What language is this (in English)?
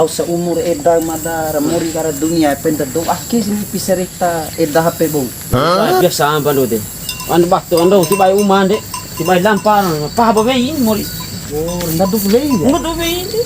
Bima